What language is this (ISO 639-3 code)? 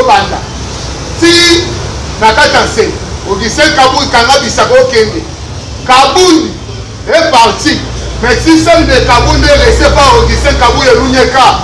lin